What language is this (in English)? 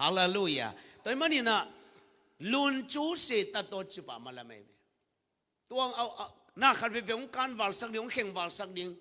Tedim Chin